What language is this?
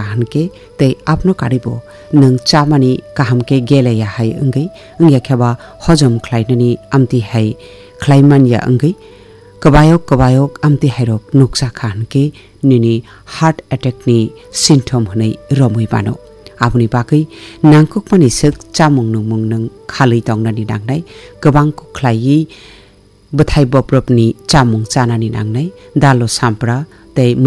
Kok Borok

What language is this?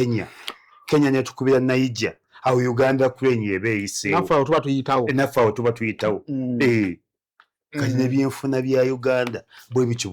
Ganda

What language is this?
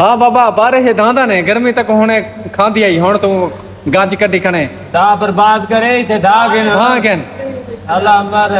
Saraiki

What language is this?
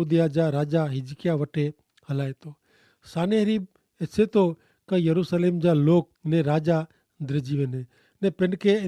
Kachhi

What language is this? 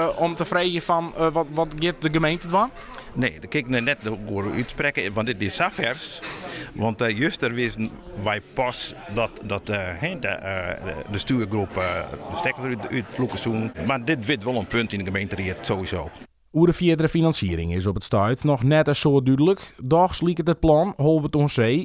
Western Frisian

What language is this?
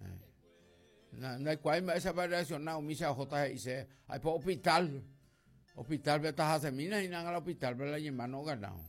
Guarani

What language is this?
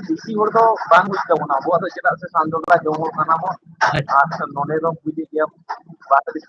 Santali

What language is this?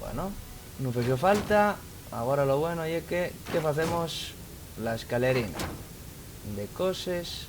Asturian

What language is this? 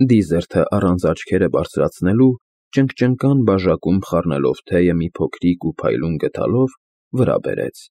Armenian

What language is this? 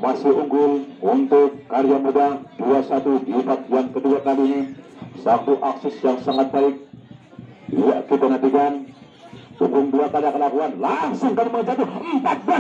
Indonesian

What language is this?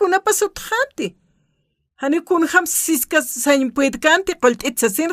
Aymara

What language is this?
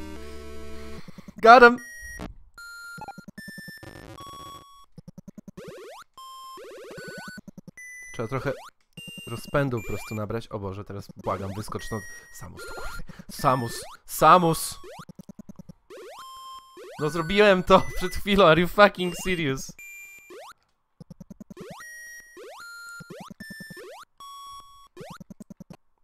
Polish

